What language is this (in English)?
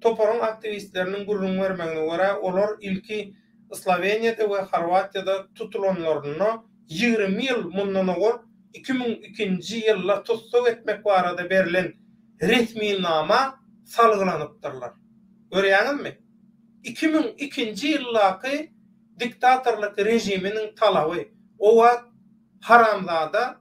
Turkmen